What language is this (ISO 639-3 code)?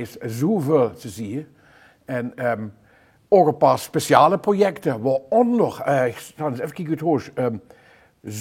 lim